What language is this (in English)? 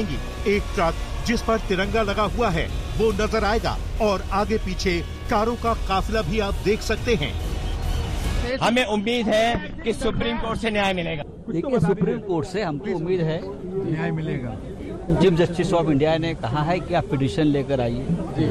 Hindi